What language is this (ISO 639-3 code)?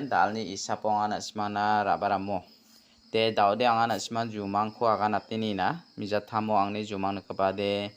grt